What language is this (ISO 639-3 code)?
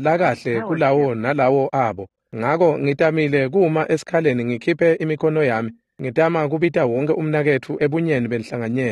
ssw